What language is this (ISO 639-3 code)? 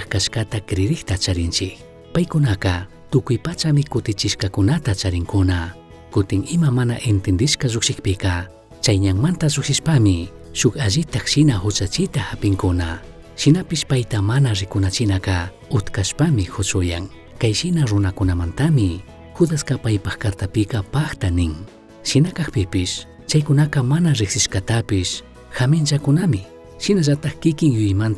qug